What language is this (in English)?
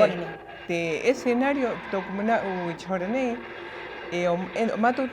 Rapanui